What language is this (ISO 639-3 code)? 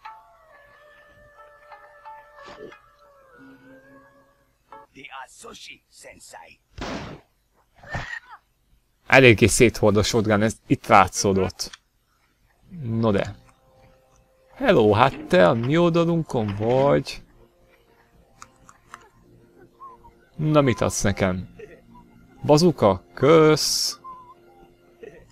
hun